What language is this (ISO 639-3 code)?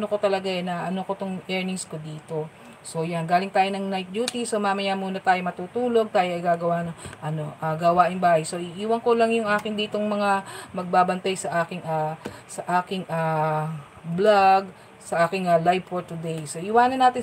fil